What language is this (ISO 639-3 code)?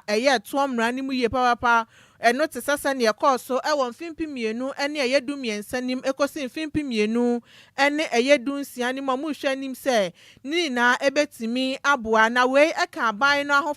aka